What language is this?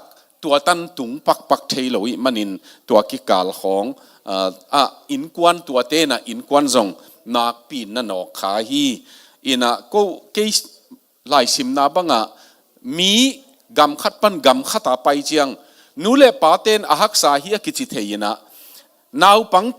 Tedim Chin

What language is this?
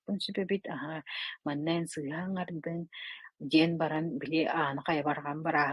Yakut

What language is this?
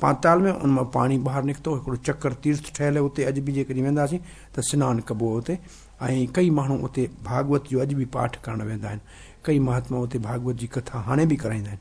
Sindhi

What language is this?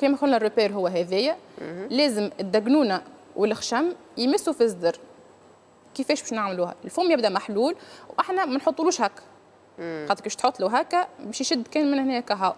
Tunisian Arabic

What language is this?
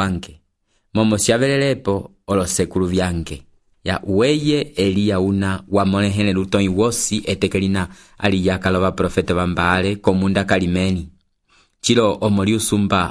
Umbundu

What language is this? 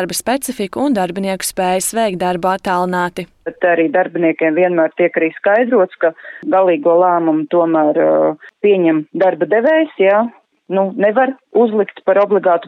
Latvian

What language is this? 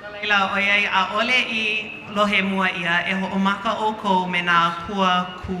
Hawaiian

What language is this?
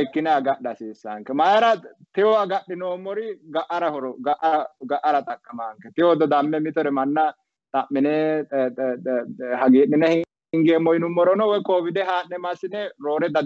Sidamo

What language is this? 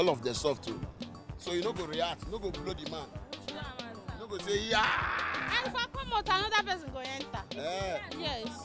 Nigerian Pidgin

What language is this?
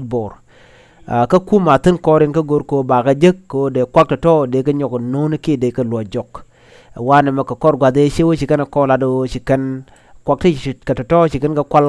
Nuer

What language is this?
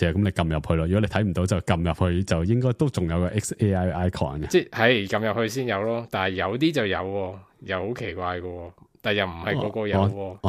Cantonese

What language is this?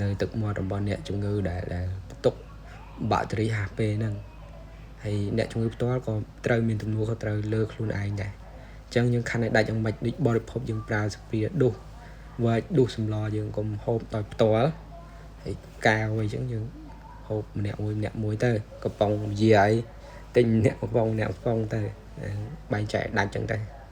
Khmer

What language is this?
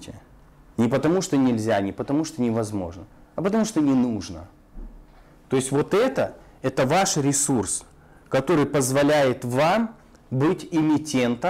Russian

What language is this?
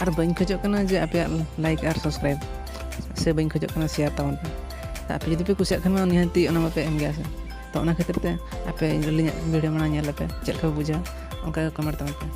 Santali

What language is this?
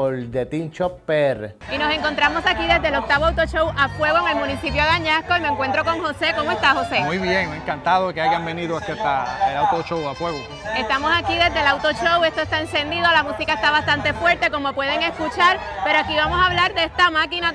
Spanish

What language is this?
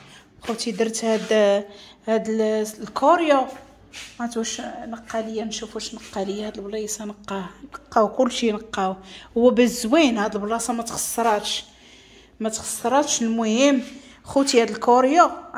Moroccan Arabic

